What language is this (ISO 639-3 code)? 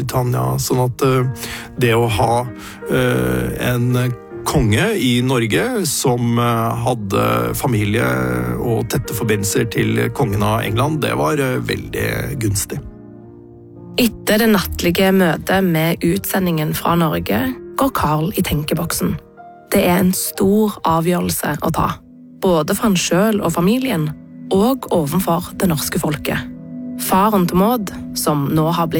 nor